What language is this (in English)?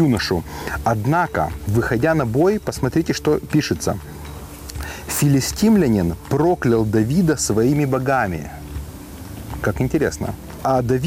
Russian